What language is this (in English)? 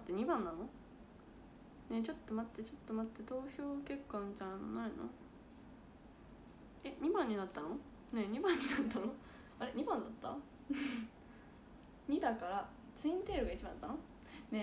Japanese